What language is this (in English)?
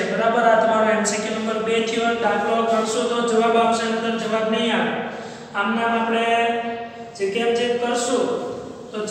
Gujarati